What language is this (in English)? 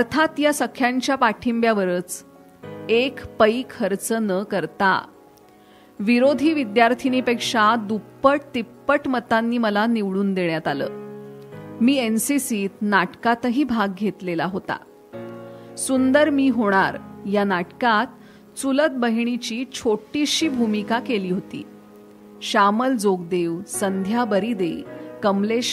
Marathi